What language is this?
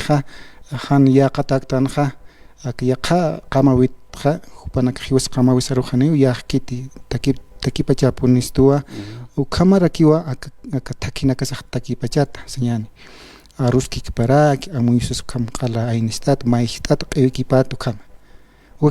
Aymara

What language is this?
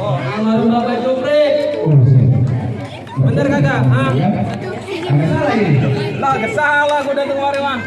Betawi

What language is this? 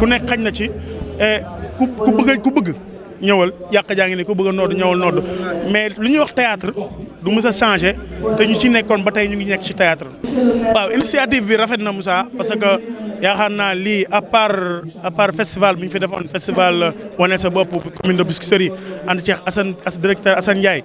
Wolof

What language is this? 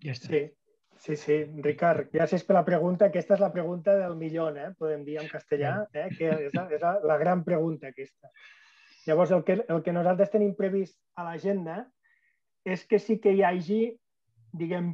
Catalan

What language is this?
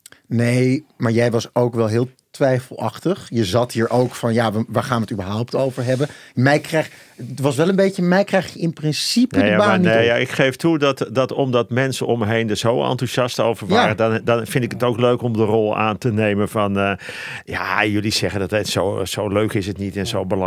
Dutch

